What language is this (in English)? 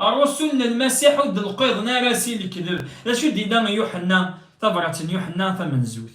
Kabyle